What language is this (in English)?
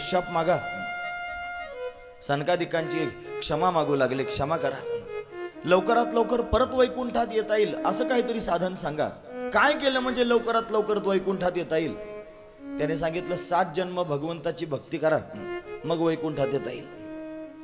Marathi